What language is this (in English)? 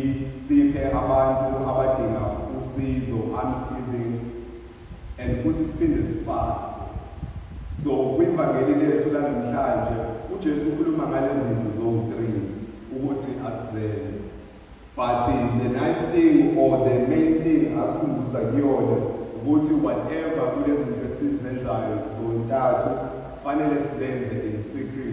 Zulu